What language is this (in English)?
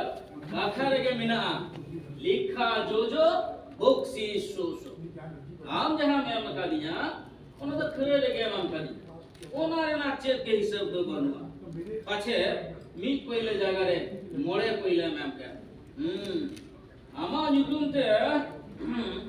Santali